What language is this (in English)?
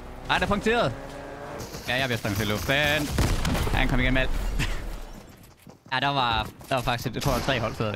Danish